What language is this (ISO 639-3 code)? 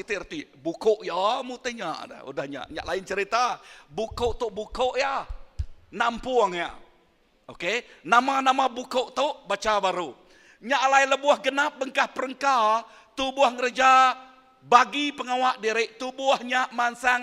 iba